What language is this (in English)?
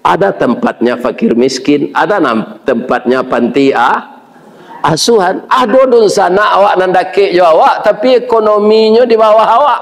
Minangkabau